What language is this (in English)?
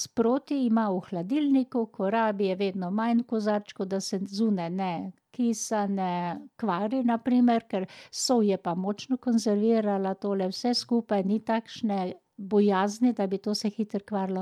Slovenian